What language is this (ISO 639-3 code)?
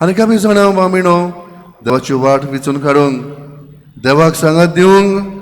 kok